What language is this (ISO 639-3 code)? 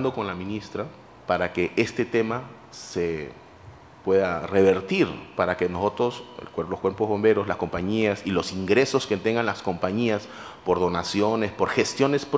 spa